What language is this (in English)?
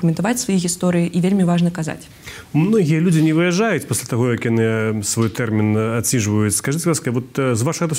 Belarusian